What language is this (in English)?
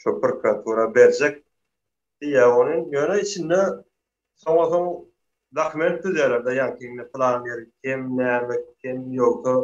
Turkmen